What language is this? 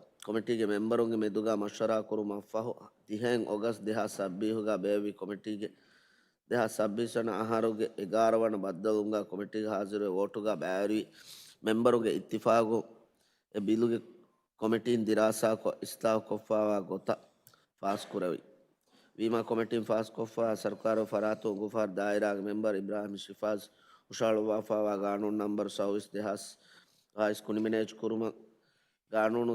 Divehi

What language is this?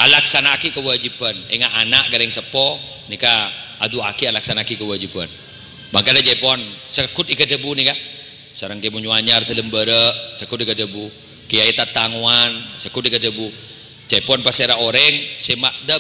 Madurese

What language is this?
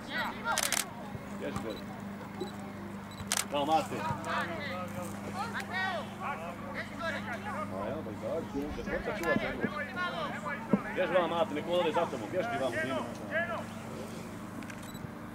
Croatian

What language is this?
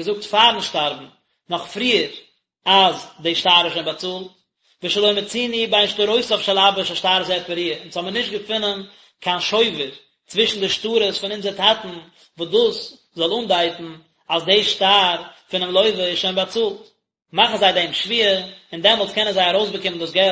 Yiddish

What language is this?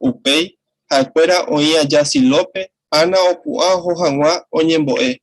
Guarani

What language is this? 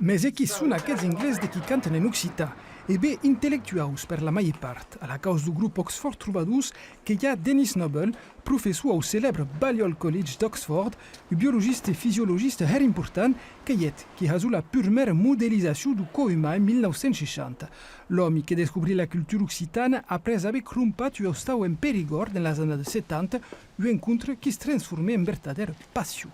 Occitan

